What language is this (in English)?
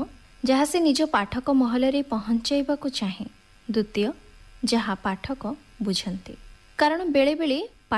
Odia